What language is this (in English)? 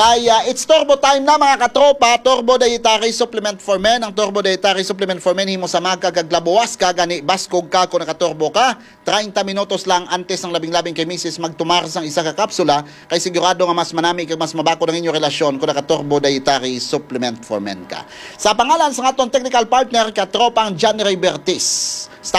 Hiligaynon